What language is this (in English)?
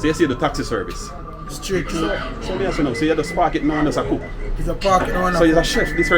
Jamaican Creole English